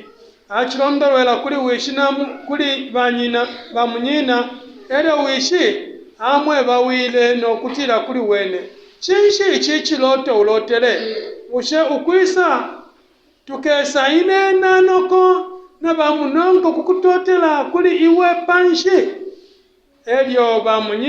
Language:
Bemba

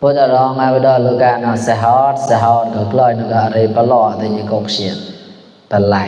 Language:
Mon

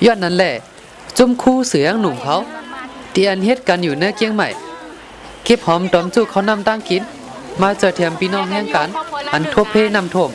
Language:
Shan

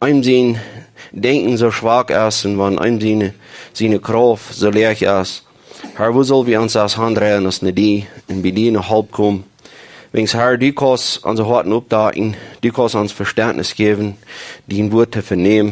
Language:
Plautdietsch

